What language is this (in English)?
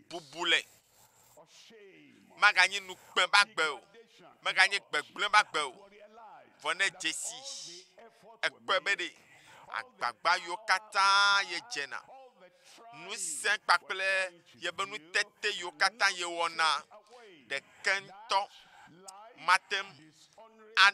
Ewe